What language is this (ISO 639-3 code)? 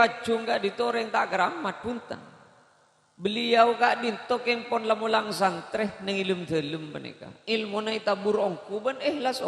mad